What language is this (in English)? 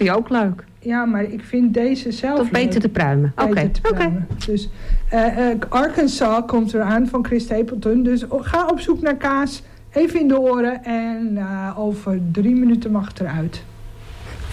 Dutch